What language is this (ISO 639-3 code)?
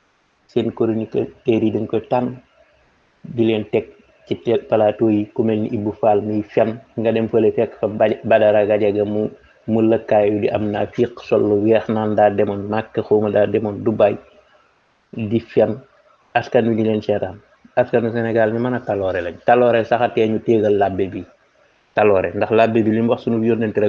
wol